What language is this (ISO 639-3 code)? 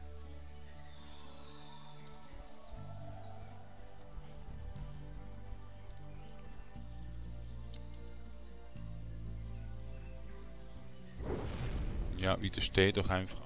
deu